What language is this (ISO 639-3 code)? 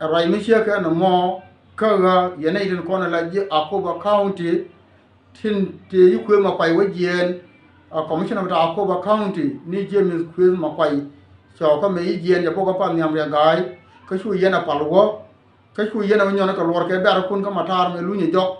nus